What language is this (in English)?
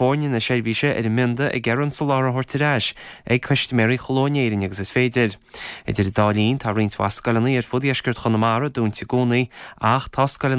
Irish